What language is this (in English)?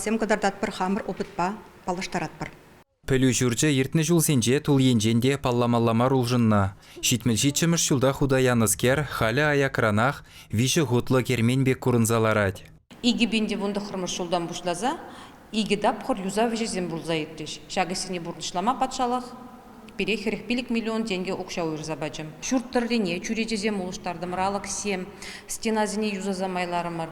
Chuvash